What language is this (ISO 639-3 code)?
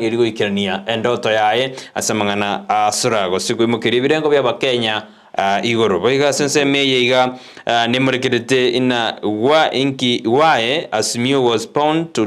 guz